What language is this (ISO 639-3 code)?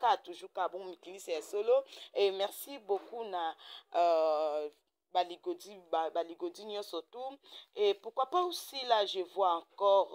lin